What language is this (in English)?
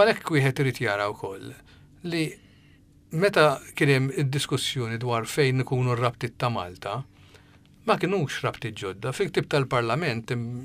Maltese